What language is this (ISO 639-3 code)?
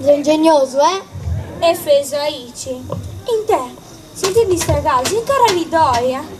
srd